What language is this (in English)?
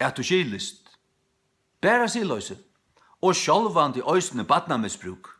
Faroese